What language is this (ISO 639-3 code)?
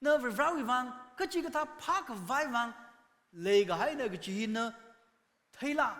nmf